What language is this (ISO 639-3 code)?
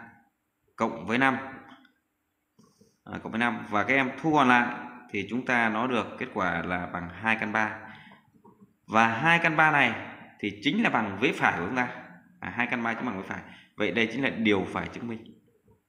vie